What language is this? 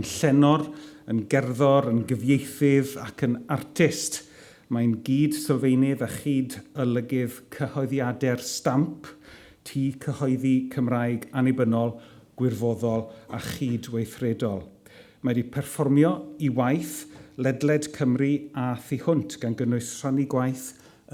Welsh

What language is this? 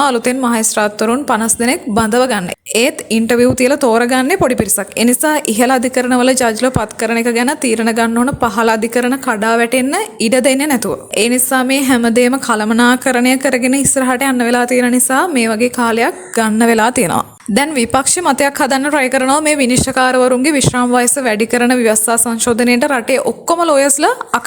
Sinhala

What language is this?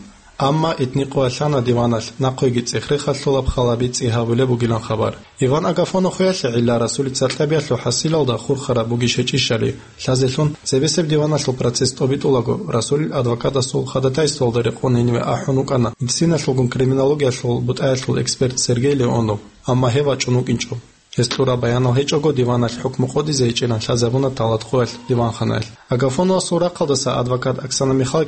Avaric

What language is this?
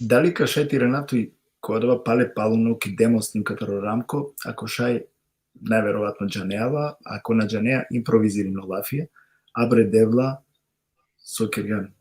Balkan Romani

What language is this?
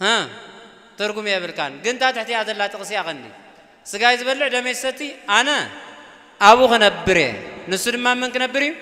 Tigrinya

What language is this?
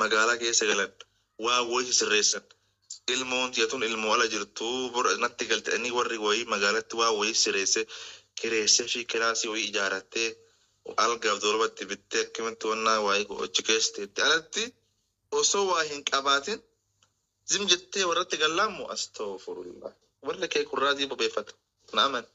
Oromo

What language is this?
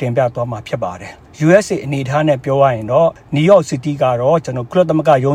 Burmese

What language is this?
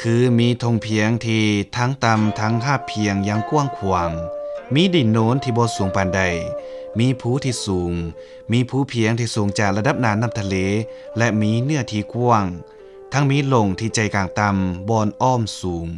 Lao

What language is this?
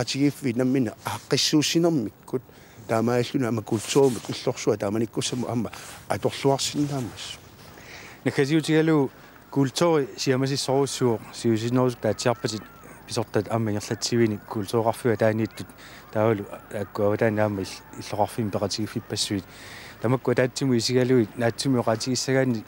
Kalaallisut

